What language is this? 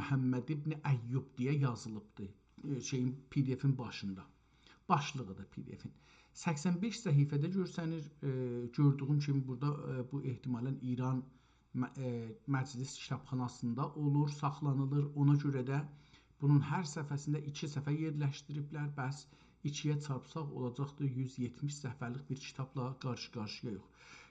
South Azerbaijani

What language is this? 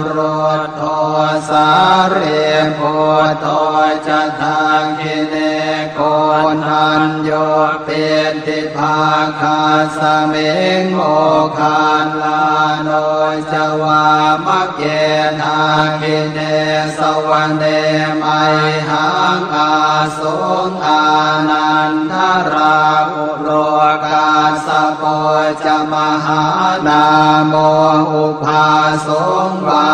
Pali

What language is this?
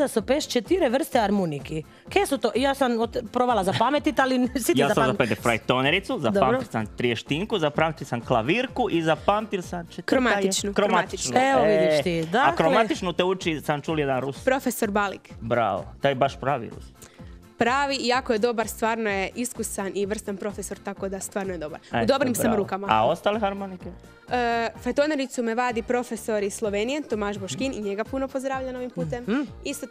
Croatian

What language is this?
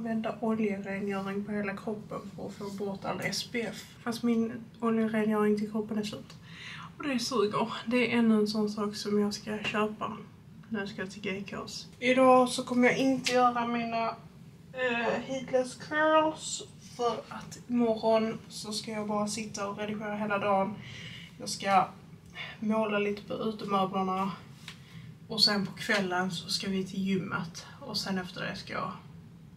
Swedish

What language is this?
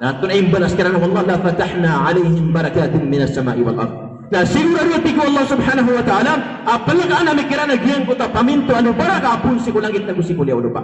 Maranao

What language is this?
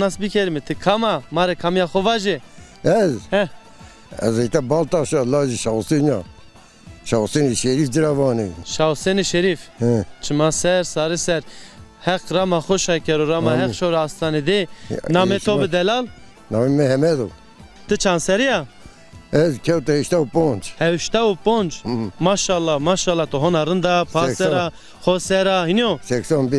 Zaza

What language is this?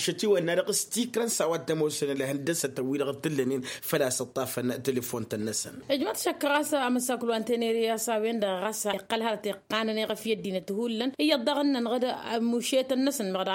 Tamasheq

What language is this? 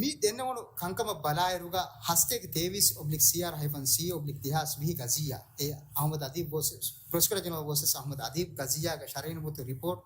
Divehi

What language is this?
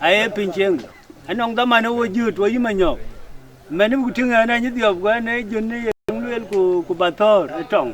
Dinka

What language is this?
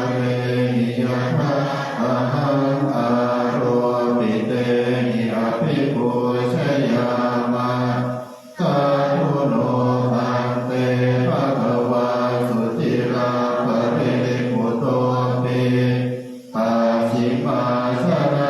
Pali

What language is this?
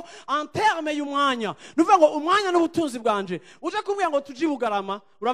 Rundi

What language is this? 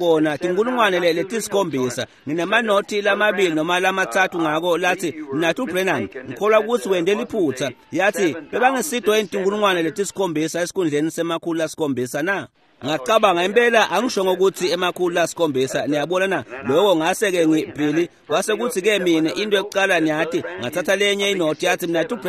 Swati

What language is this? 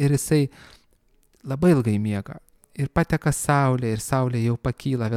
Lithuanian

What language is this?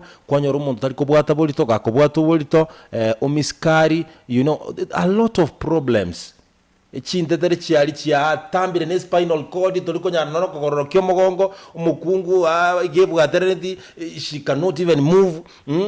Gusii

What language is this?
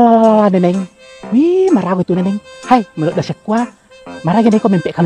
Buginese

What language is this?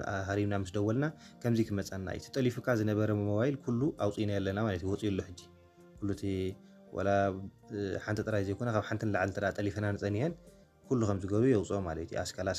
Tigrinya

